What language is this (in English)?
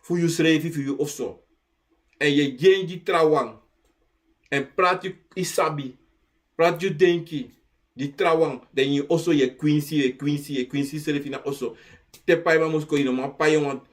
Sranan Tongo